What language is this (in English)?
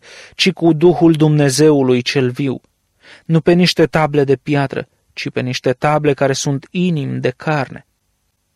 Romanian